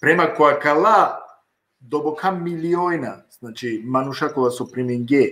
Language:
Balkan Romani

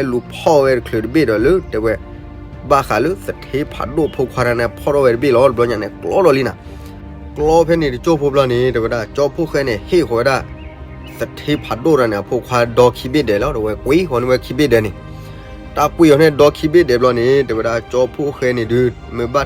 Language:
S'gaw Karen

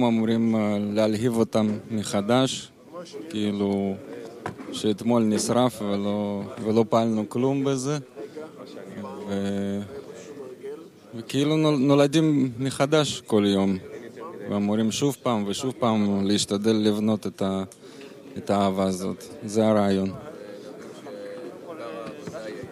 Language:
Hebrew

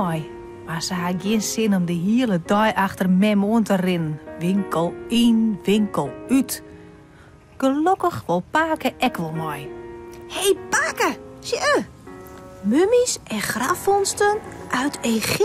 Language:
Western Frisian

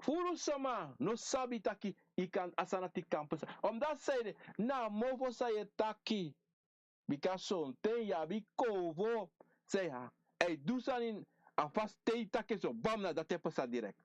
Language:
Sranan Tongo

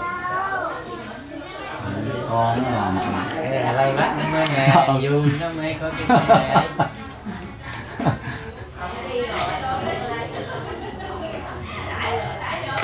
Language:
Vietnamese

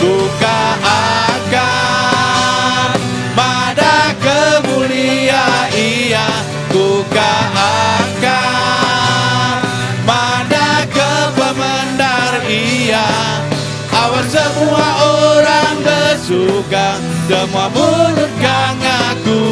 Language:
Iban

